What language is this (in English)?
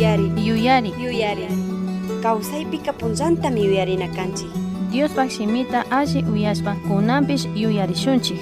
Chimborazo Highland Quichua